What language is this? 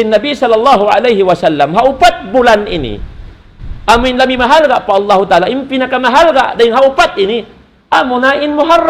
Tausug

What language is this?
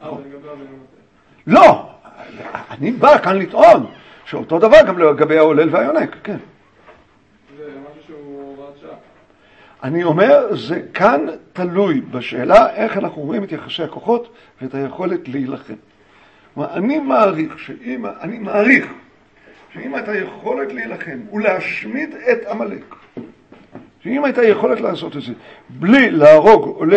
Hebrew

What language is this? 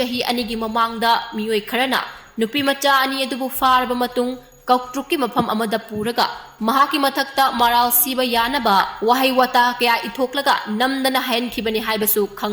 Manipuri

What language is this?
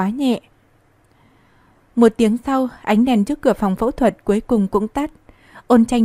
Vietnamese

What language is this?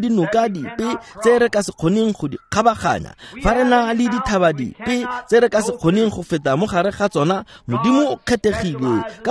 Tswana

